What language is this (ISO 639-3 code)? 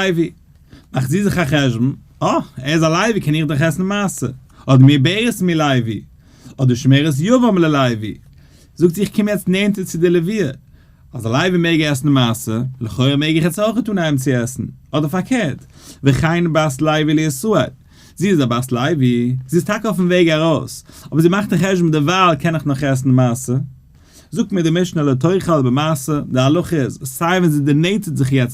yid